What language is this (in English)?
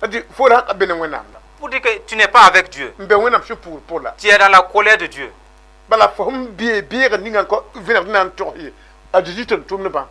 Mossi